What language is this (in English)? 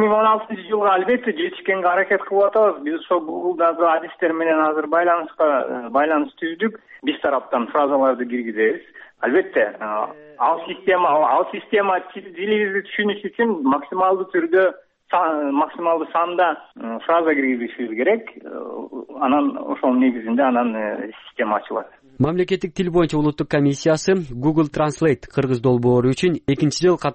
Kyrgyz